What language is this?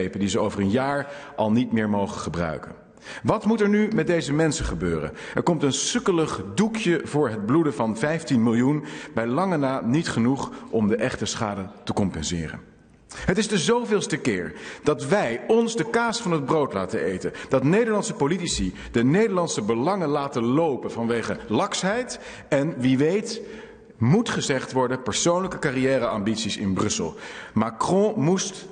Dutch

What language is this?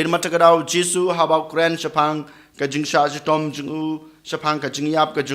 Khasi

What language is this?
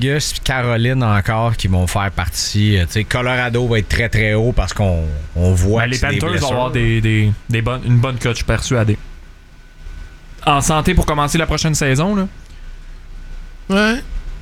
French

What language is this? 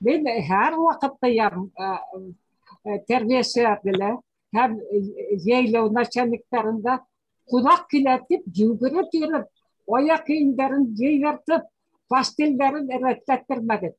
Bashkir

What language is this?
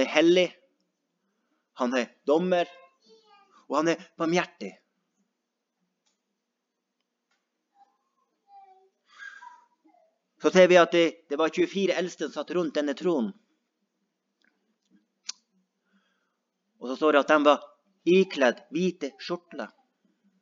Norwegian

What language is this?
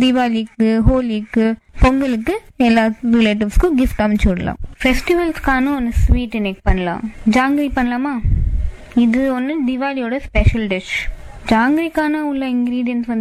Tamil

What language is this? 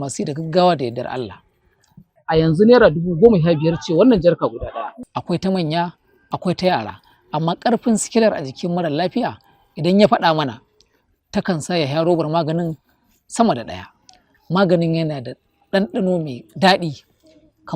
Hausa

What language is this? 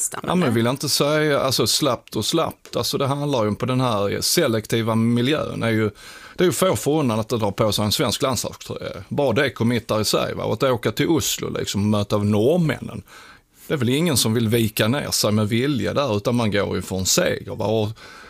Swedish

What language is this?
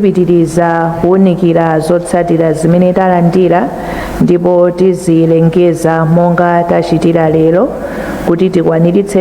Nyanja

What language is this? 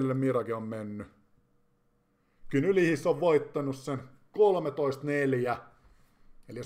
Finnish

